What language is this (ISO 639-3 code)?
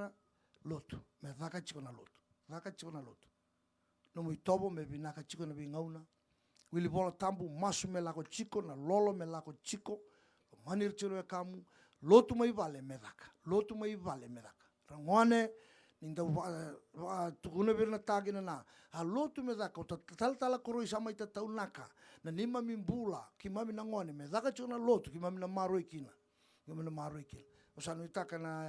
fij